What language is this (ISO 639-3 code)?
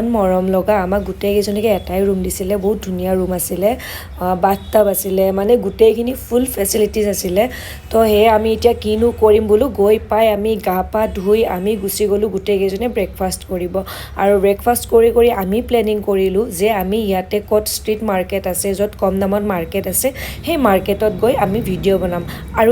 asm